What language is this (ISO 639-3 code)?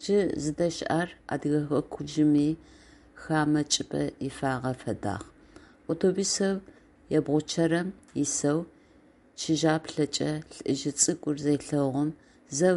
ady